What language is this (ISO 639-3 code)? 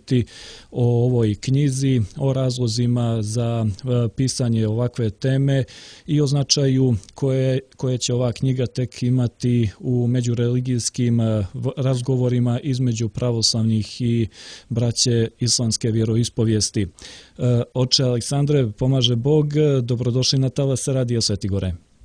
srp